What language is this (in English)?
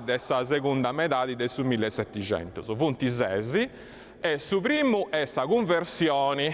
Sardinian